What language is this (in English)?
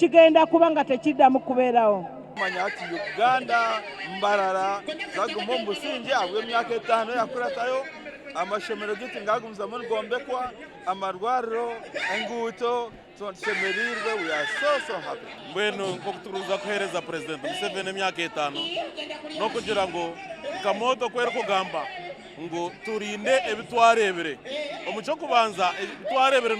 Nyankole